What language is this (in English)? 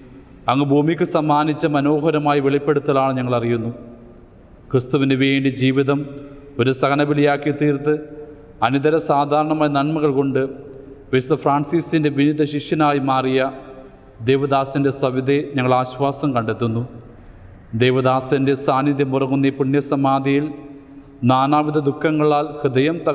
Malayalam